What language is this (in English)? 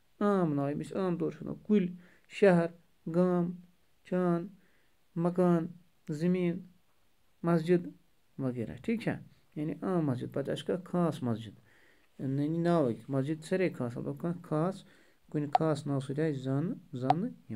Kashmiri